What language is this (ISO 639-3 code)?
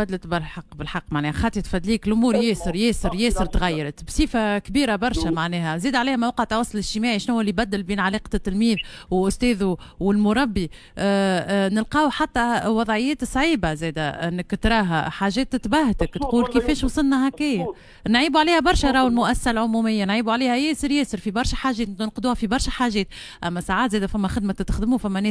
aeb